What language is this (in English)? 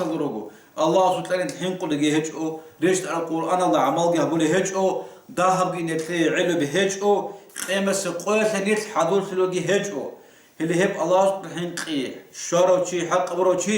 Avaric